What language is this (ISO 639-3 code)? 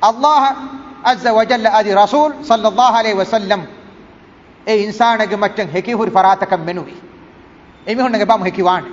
div